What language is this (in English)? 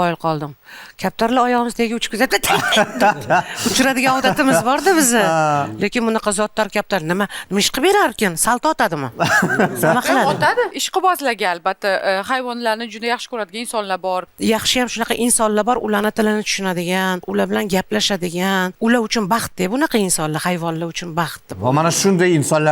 Uzbek